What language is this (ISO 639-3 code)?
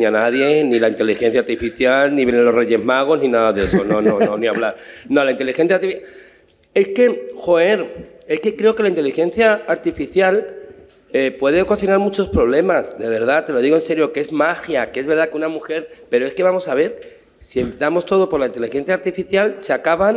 spa